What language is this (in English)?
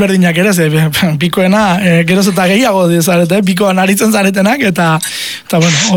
Basque